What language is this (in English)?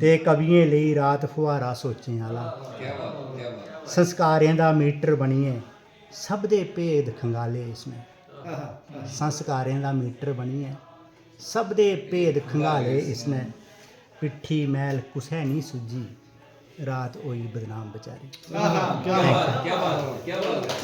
Dogri